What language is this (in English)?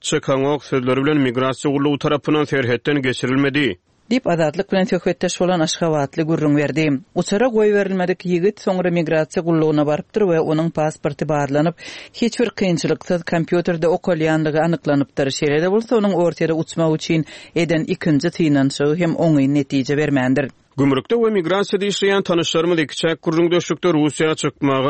Turkmen